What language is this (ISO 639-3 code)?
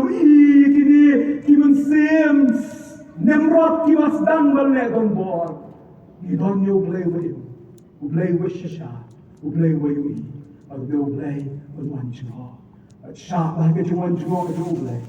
kha